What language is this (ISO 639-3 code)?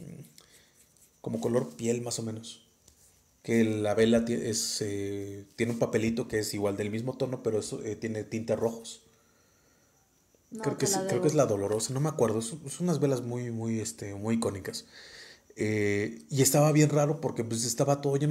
spa